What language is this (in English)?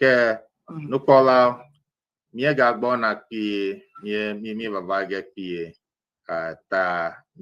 Ewe